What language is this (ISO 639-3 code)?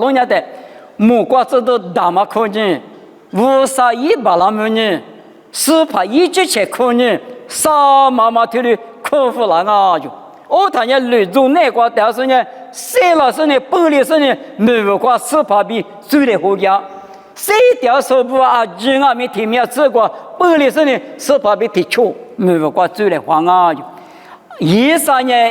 lis